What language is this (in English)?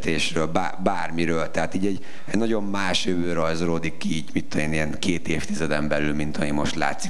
Hungarian